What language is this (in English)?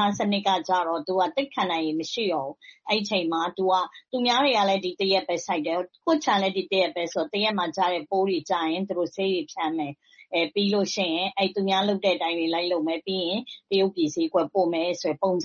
Burmese